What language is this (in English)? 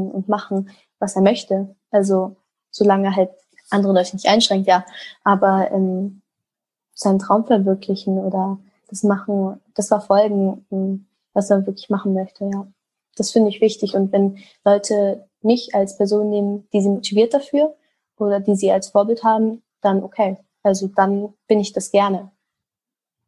German